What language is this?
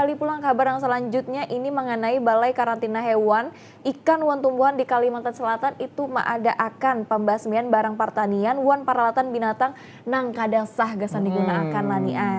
Banjar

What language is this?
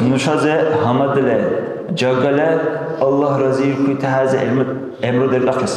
Dargwa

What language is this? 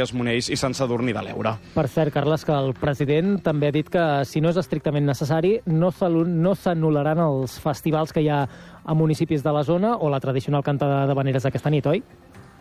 Catalan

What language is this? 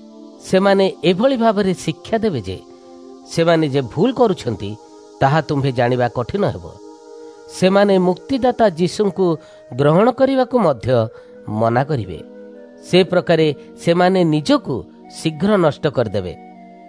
Odia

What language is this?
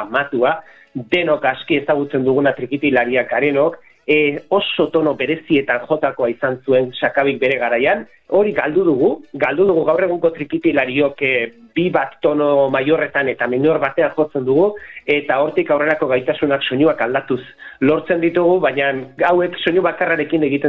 Basque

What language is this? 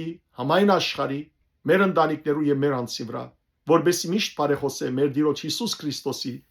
Western Armenian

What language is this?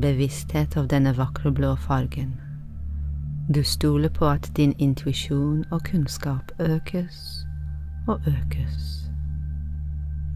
Norwegian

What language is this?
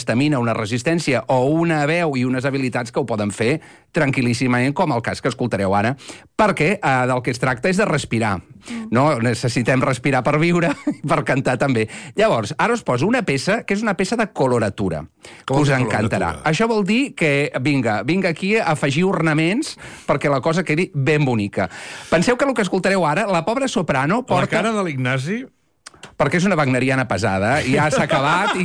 Catalan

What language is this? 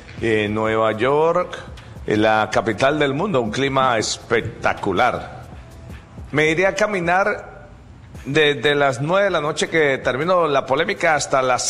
Spanish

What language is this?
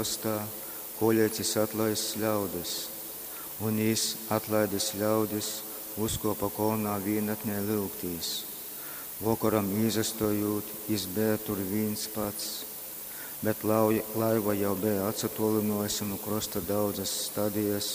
Latgalian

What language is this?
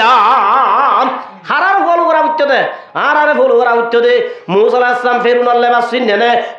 Rohingya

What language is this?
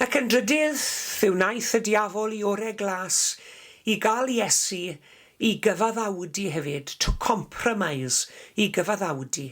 Welsh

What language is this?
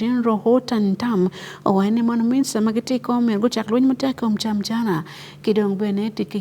Acoli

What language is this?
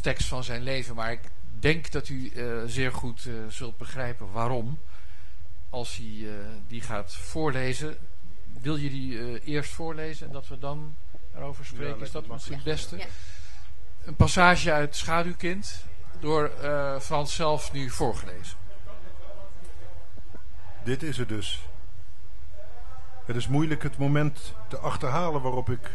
Dutch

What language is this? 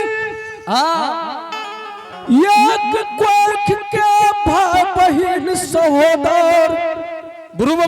Angika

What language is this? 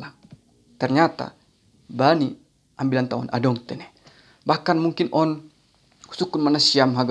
Batak Simalungun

